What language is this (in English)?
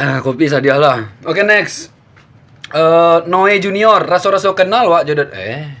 Minangkabau